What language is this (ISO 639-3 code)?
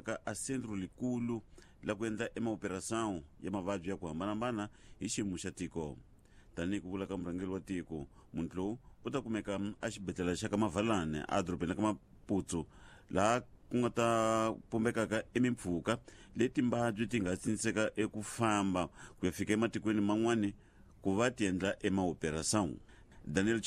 tso